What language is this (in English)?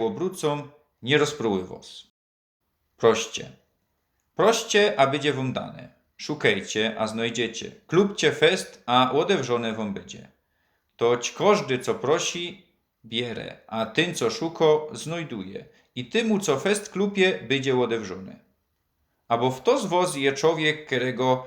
Silesian